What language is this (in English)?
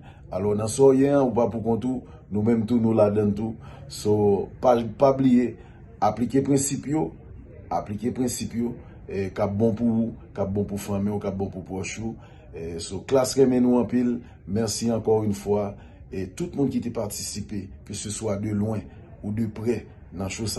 Haitian Creole